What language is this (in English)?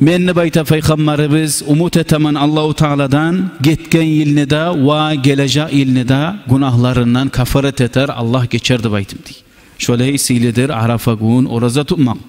Kumyk